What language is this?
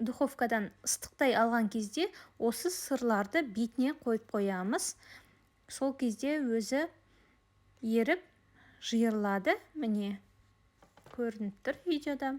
Kazakh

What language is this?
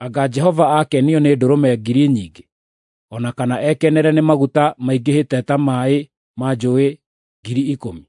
Kikuyu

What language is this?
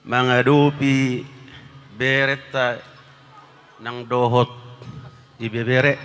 Batak Toba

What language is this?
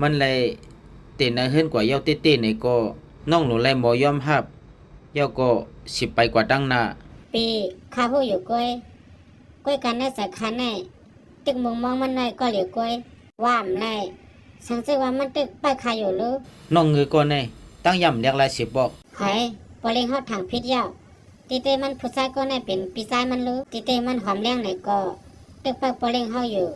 Shan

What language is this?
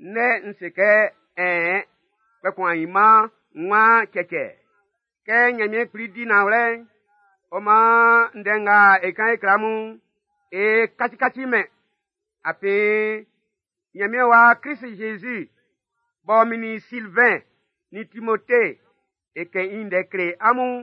Baoulé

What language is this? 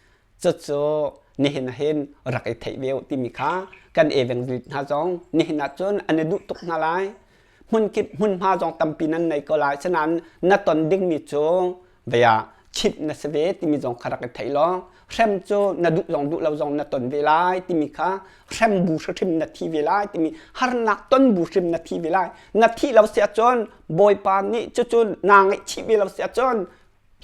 Hakha Chin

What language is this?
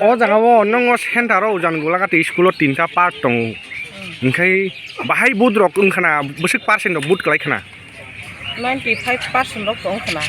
Kok Borok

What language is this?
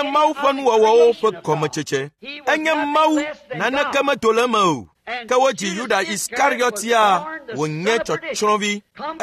Ewe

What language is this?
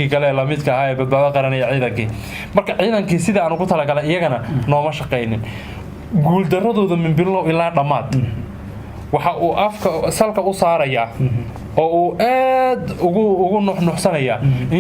Somali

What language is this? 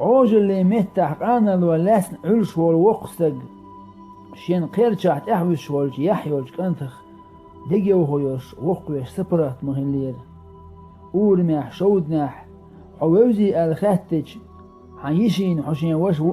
Chechen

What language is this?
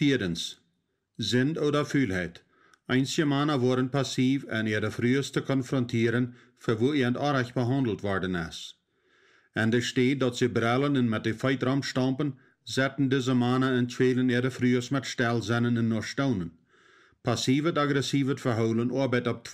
Plautdietsch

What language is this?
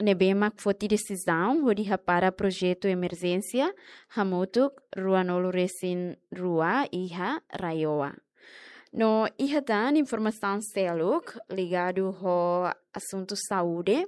Tetum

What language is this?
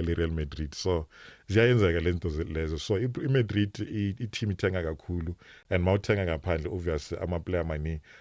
Zulu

